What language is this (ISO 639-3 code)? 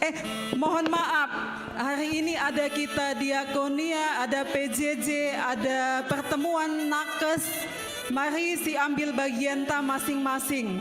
btx